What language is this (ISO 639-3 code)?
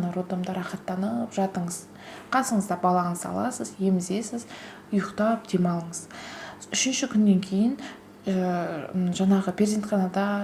kaz